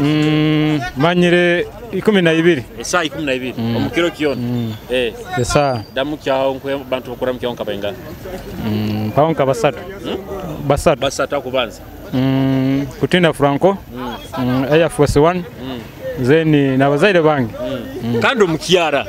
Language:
Nyoro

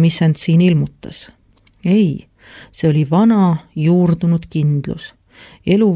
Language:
Estonian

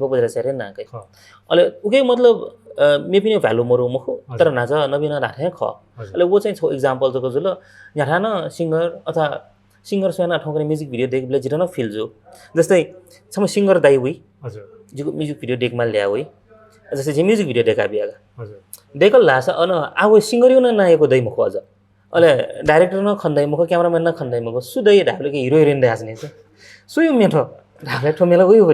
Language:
Newari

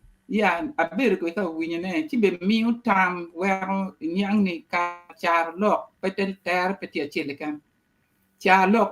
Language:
Acoli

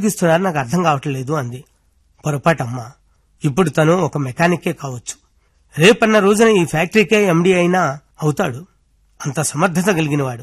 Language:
Telugu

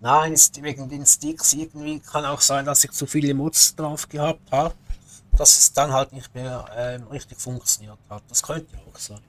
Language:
Swiss German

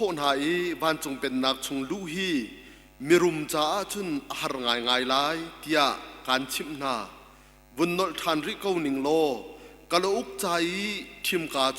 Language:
Hakha Chin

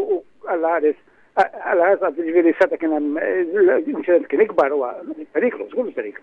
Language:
Maltese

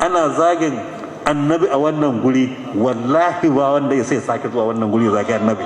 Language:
Hausa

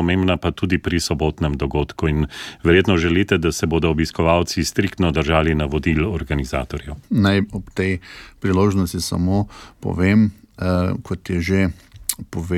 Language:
Slovenian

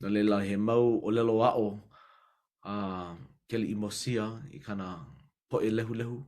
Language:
Hawaiian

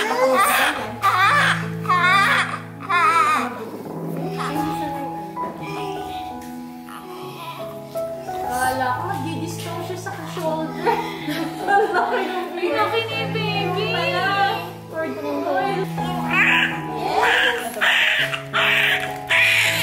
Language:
Filipino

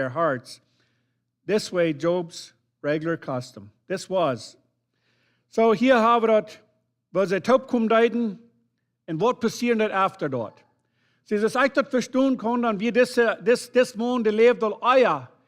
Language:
Plautdietsch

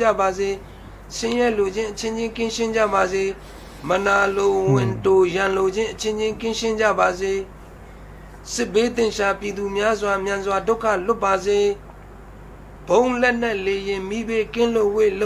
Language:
Burmese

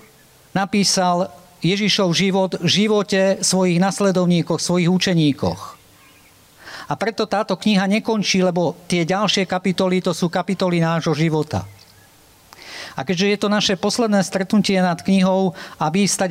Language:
Slovak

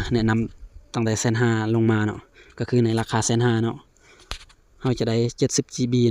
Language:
Lao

